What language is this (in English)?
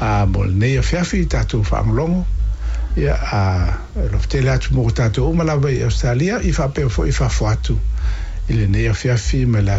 Samoan